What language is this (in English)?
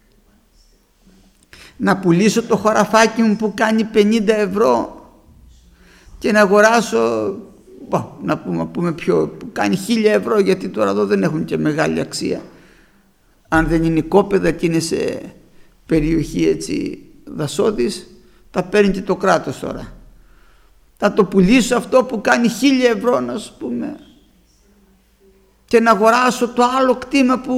Greek